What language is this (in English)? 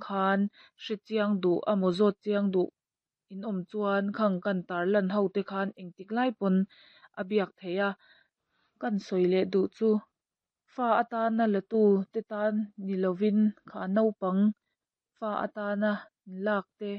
Mizo